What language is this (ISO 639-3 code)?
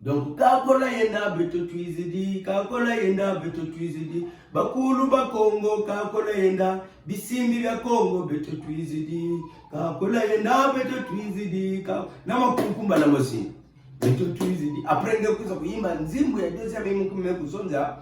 ktu